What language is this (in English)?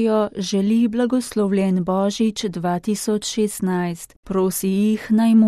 Slovenian